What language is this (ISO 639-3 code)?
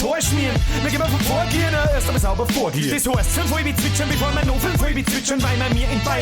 bar